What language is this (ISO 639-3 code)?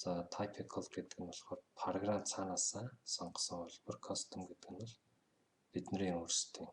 mon